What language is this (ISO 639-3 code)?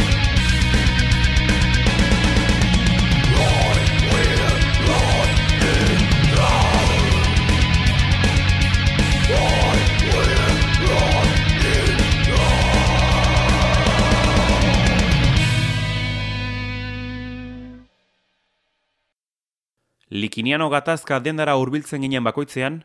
eus